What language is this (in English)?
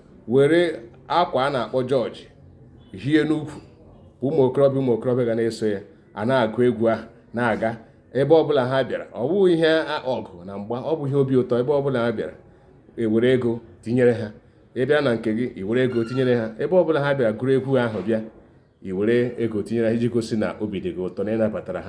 Igbo